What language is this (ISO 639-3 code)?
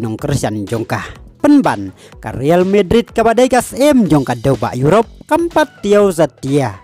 kha